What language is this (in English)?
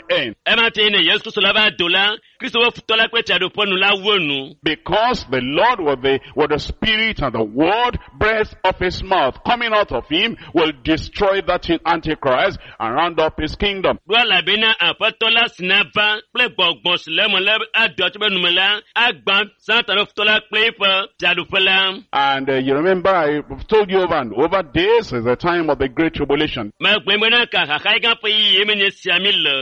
Ewe